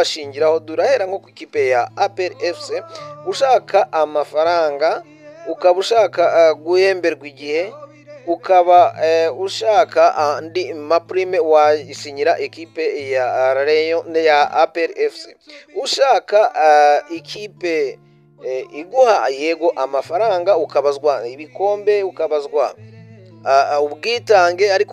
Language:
Kinyarwanda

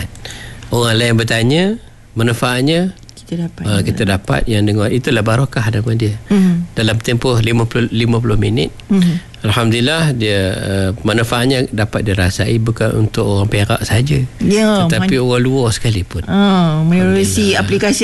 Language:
Malay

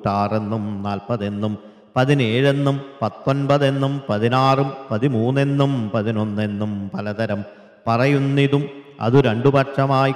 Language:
Malayalam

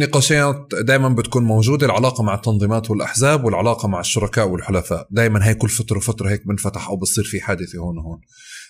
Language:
North Levantine Arabic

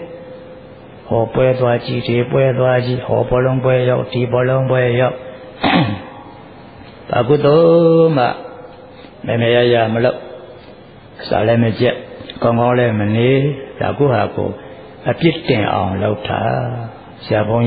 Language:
Burmese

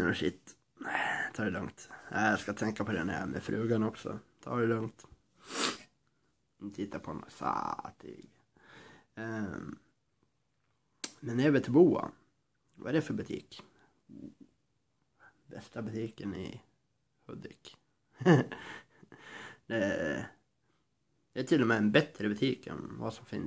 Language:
Swedish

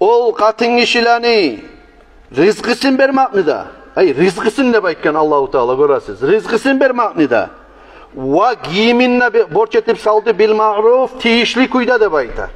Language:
Kumyk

